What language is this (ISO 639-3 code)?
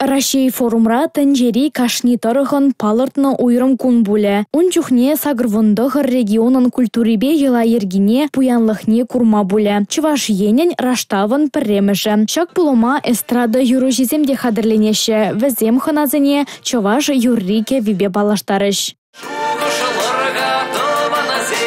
chv